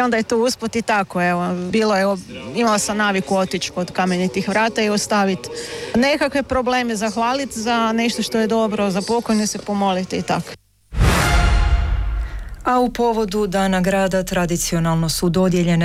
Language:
Croatian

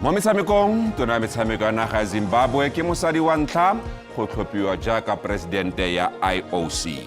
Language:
Tswana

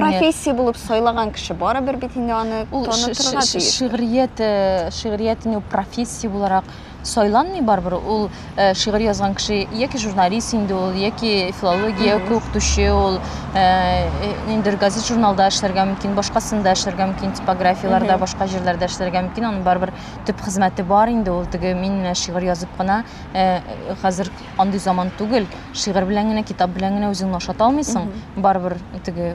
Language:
Tatar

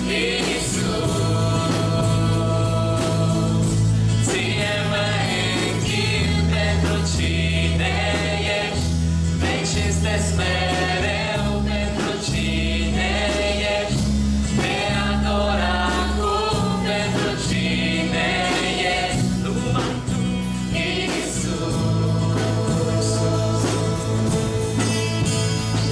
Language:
Romanian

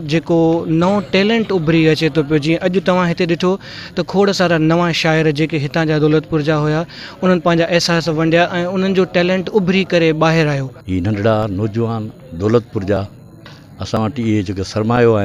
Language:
Sindhi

